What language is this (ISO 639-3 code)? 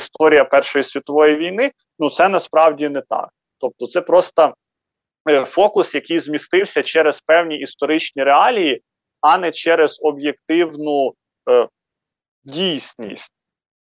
ukr